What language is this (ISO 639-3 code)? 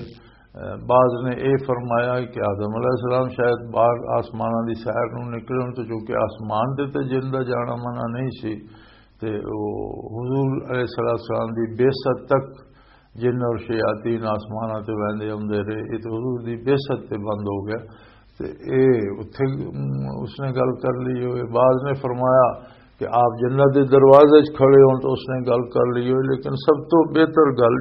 lah